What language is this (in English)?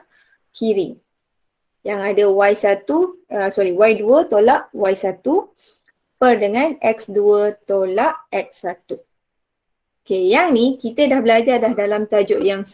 Malay